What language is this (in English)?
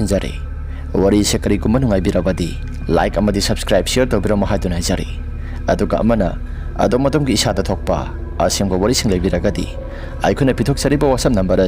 Manipuri